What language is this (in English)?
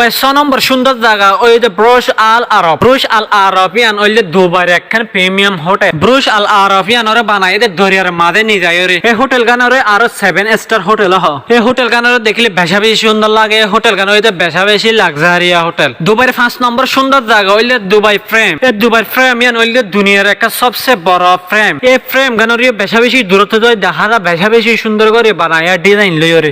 Rohingya